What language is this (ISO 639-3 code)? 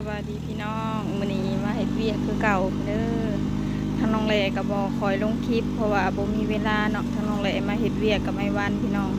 lao